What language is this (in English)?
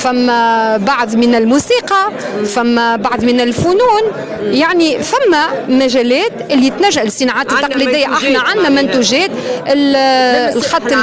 Tunisian Arabic